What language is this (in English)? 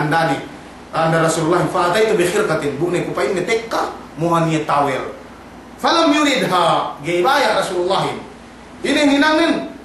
Yakan